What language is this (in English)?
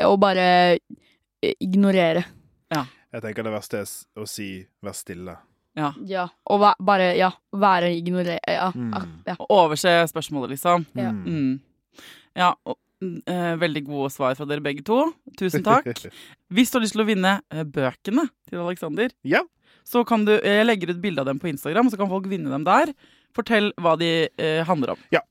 Norwegian